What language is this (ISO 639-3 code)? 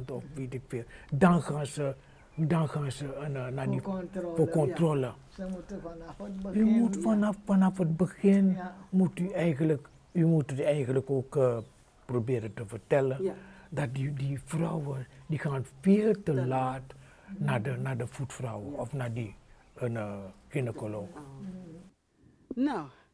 nld